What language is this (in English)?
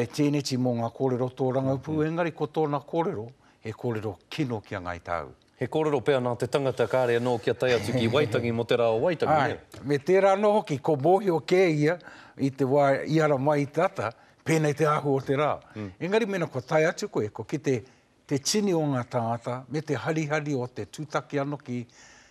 Māori